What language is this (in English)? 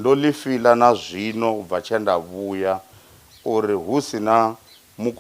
Venda